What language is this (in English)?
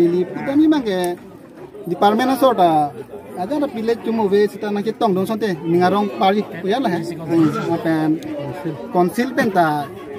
Karbi